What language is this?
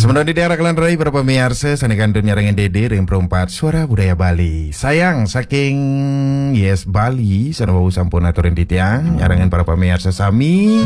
Balinese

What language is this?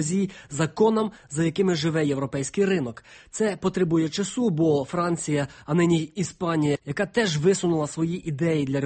Ukrainian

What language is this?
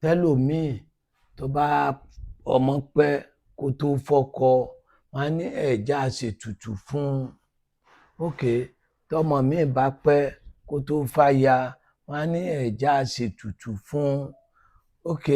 Yoruba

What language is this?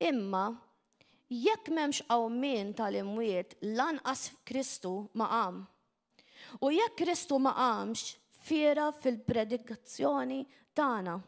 Maltese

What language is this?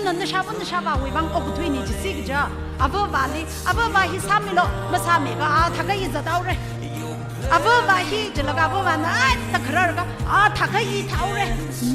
Tangkhul Naga (India)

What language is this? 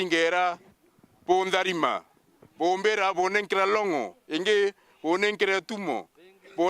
Meru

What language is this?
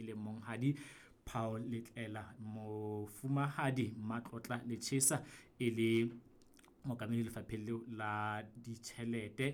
Southern Sotho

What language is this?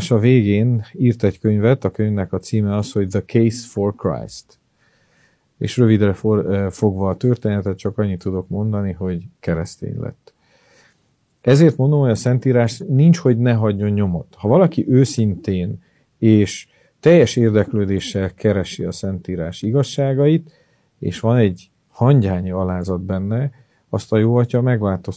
Hungarian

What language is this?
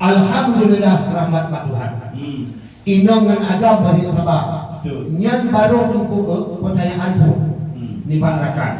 Achinese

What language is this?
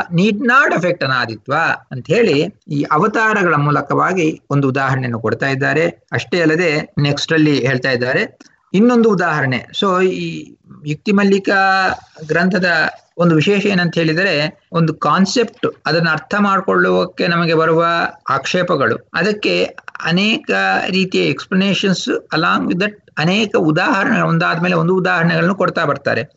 Kannada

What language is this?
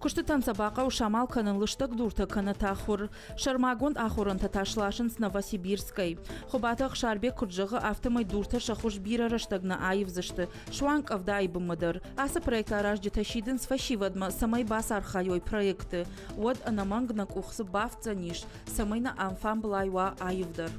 Ossetic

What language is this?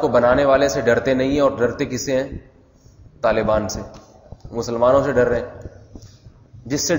Urdu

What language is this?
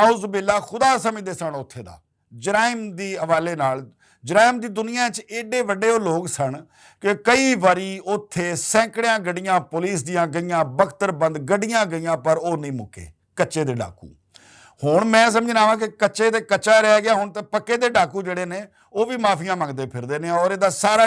Western Panjabi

